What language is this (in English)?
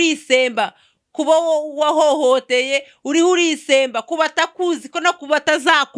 Kinyarwanda